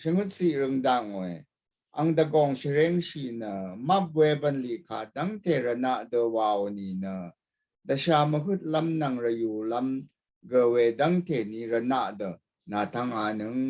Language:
Rawang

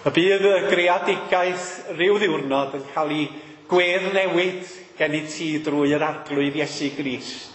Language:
Welsh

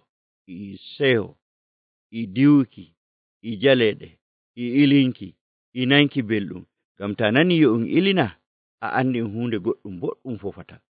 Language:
Nigerian Fulfulde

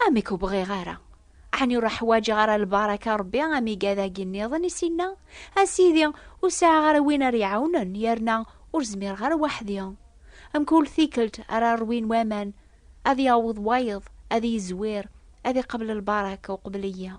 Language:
Kabyle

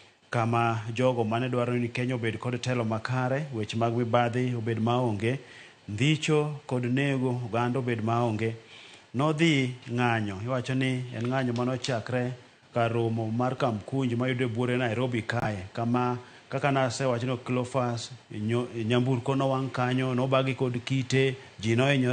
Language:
Luo (Kenya and Tanzania)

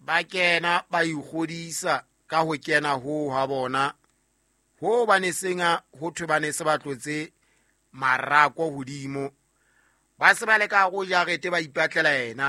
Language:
Southern Sotho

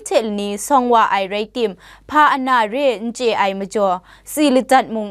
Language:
Kachin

